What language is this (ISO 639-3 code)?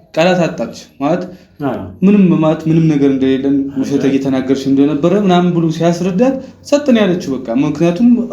amh